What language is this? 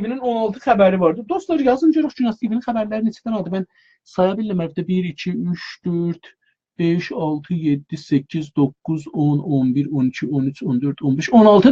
South Azerbaijani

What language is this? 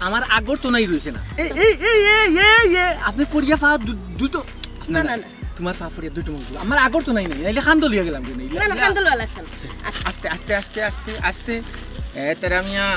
Sylheti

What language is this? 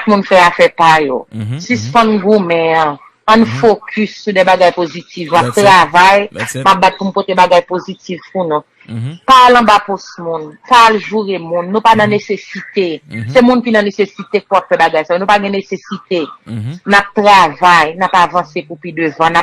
Haitian Creole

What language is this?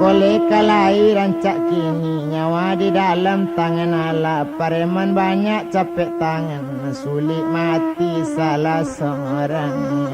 Minangkabau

